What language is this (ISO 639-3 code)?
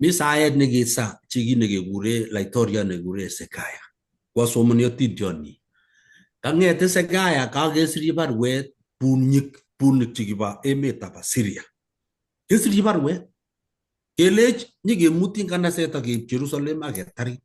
kln